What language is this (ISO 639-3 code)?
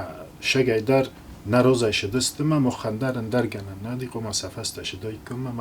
oss